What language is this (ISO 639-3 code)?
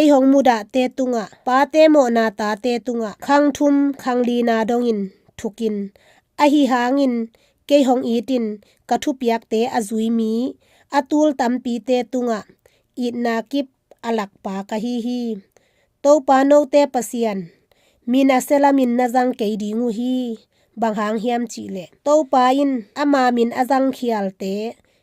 ctd